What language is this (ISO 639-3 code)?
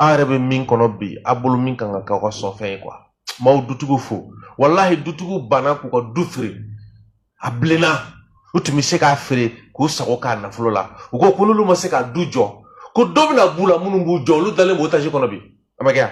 bam